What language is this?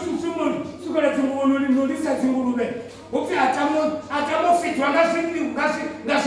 Venda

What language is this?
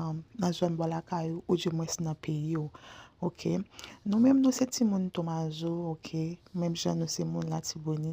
Haitian Creole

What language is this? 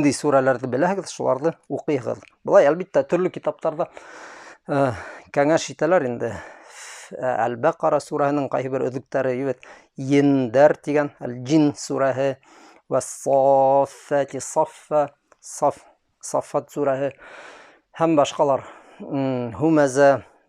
Bashkir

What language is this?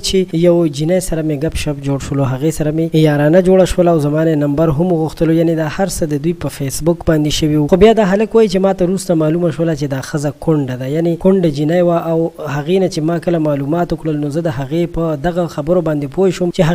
Pashto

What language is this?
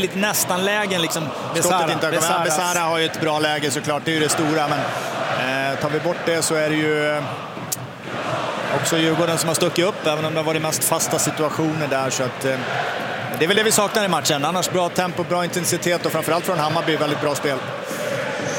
Swedish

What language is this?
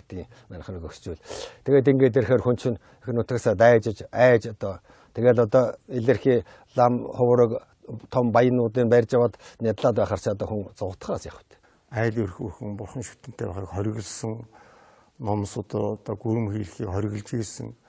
Mongolian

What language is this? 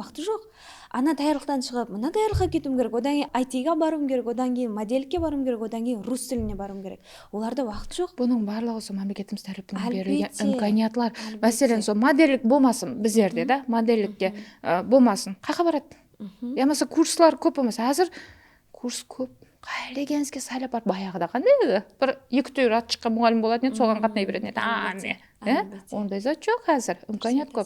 Kara-Kalpak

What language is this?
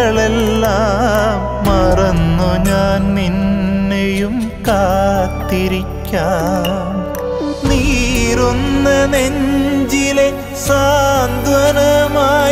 Malayalam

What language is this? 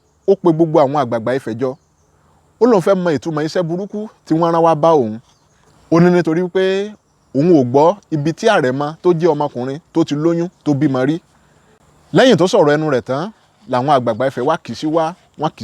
Yoruba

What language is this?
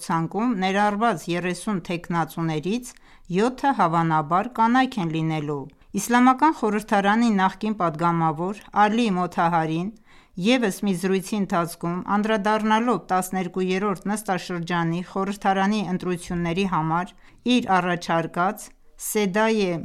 Armenian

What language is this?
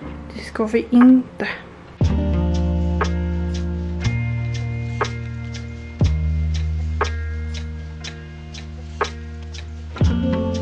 Swedish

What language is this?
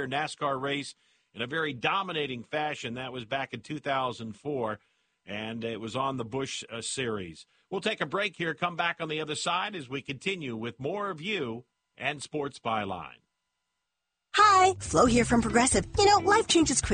English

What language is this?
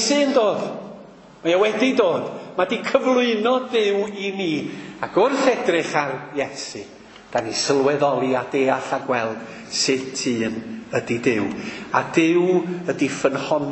Welsh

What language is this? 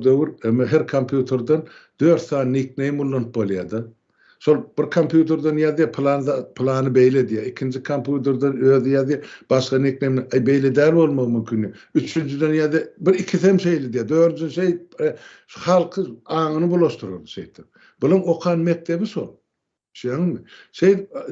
Turkmen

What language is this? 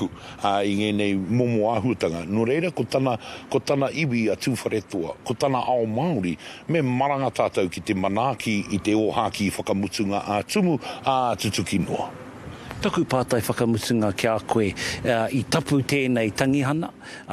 Māori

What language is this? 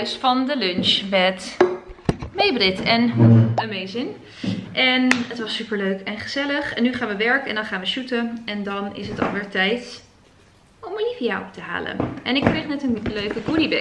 Dutch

